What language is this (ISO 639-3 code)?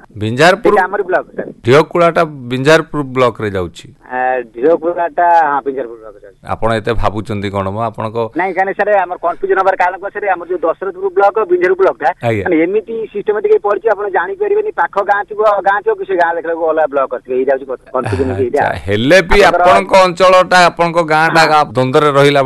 ori